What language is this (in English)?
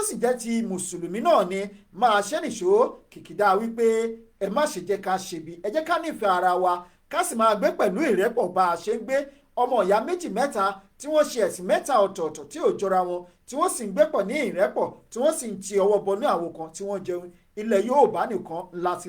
Yoruba